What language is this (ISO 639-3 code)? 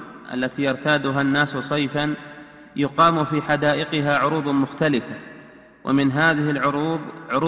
ara